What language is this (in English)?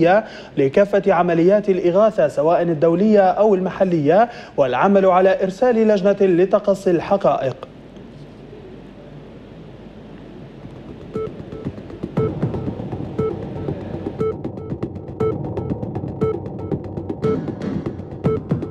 Arabic